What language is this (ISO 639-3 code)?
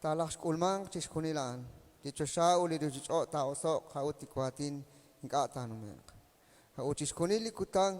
kek